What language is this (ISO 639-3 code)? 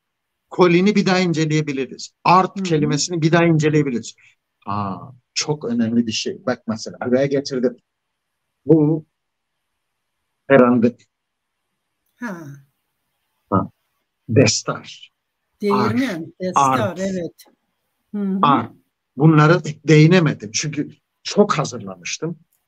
tur